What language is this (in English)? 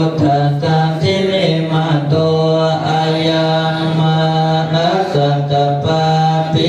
Pali